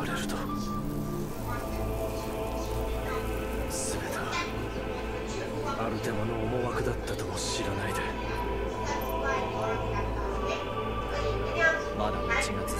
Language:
Japanese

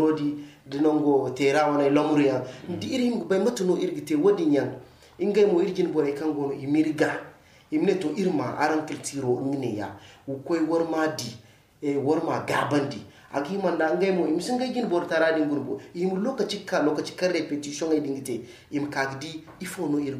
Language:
Zarma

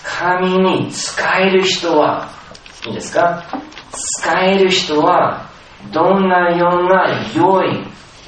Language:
Japanese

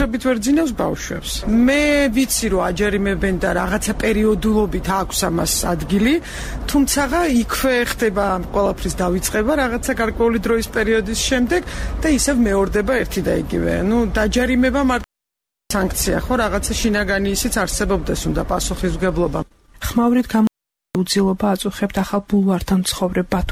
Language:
Georgian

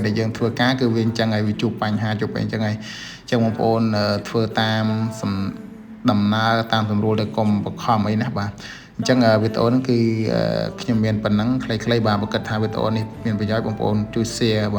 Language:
Khmer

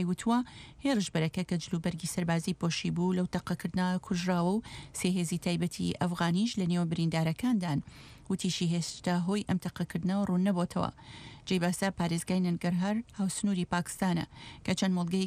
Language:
Central Kurdish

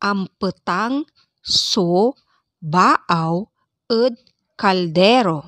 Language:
Pangasinan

